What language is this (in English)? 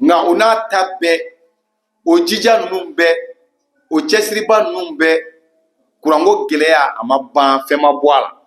Bambara